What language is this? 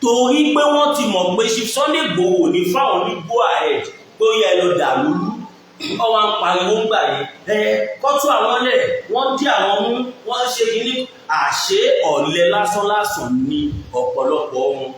Yoruba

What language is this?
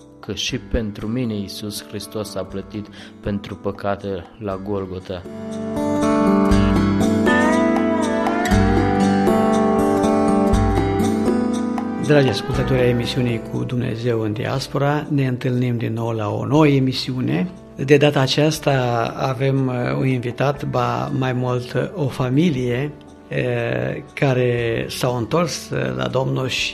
Romanian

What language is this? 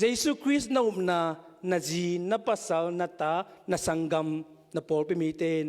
Tedim Chin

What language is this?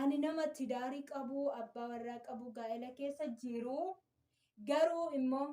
Oromo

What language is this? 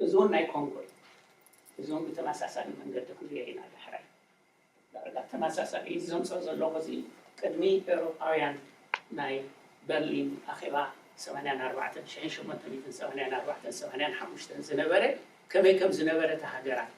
Tigrinya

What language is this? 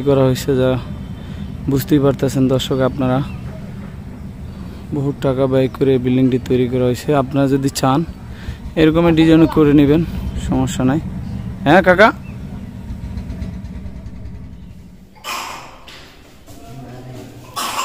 Bangla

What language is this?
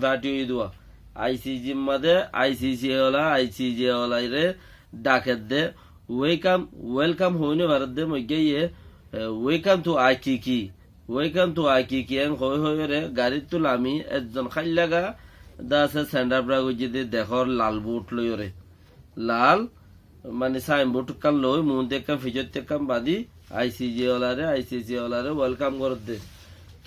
Rohingya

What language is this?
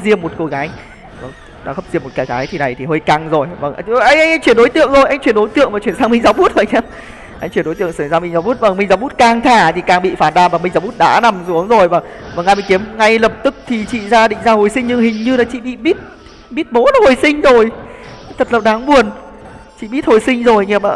Vietnamese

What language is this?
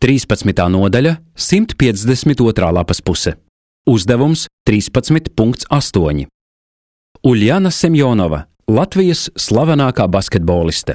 Latvian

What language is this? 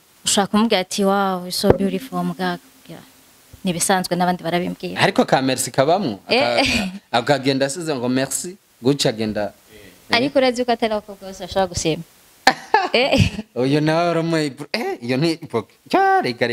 Rundi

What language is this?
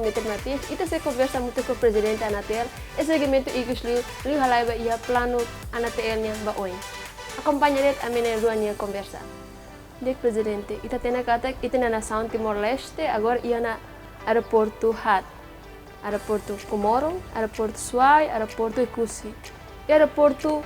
Tetum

